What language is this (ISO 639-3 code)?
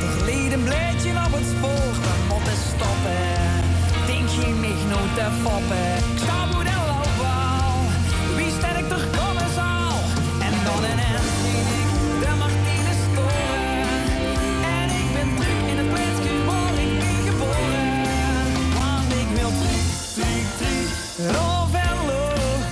nld